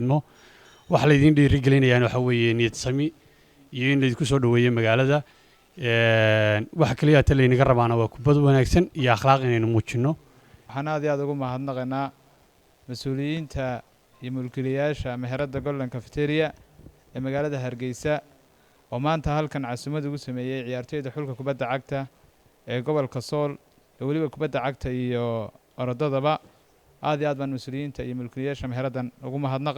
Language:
Somali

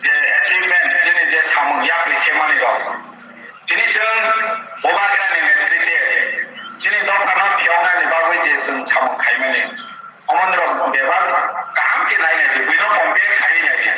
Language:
Kok Borok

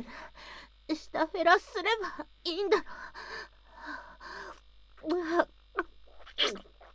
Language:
Japanese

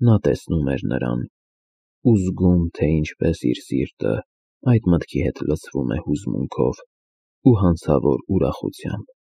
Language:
Armenian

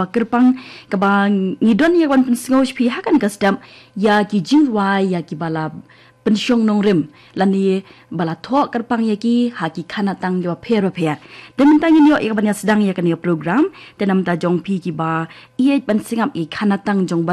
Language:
Khasi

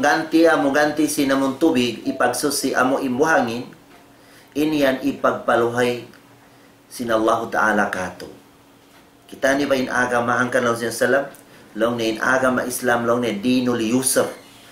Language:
Tausug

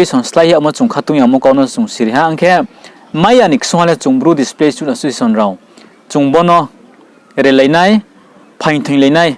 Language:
Riang (India)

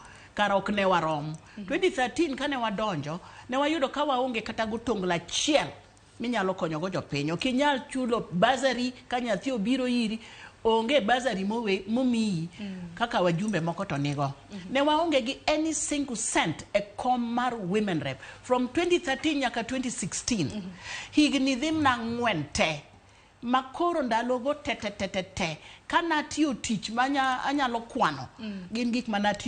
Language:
Luo (Kenya and Tanzania)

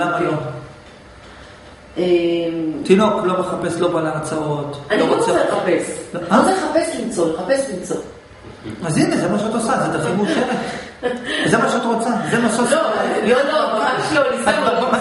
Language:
Hebrew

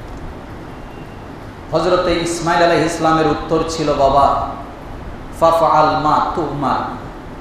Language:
Bangla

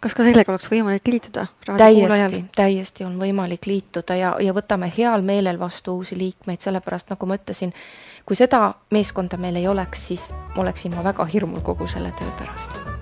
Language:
Estonian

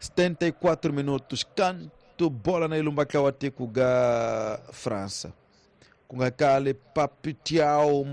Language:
Tsonga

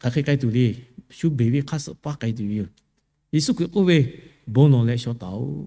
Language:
Lahu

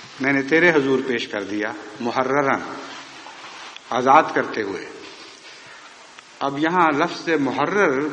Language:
Urdu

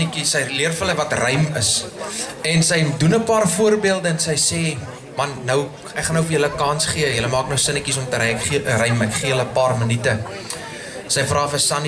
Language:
Afrikaans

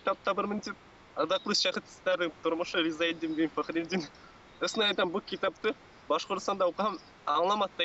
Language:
Bashkir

